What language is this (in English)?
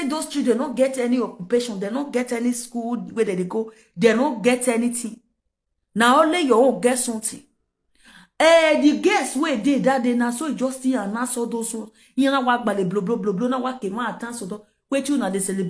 Nigerian Pidgin